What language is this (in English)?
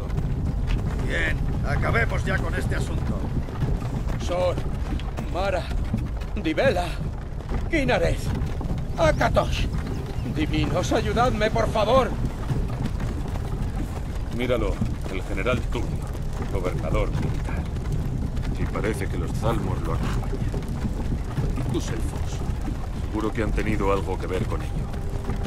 Spanish